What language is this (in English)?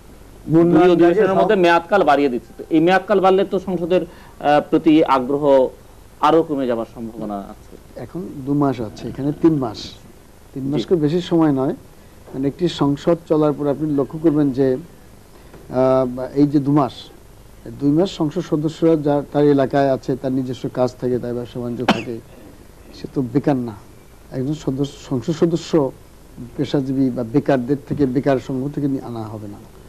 Bangla